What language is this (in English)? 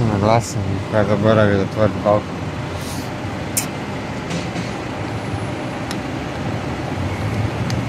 Croatian